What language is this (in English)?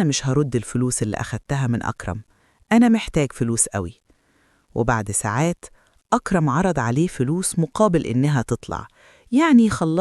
Egyptian Arabic